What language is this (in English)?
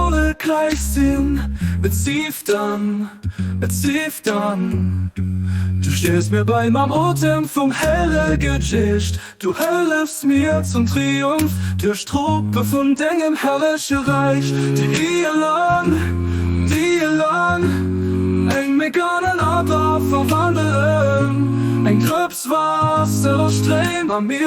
Luxembourgish